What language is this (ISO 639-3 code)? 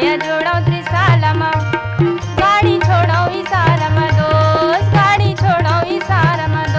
hne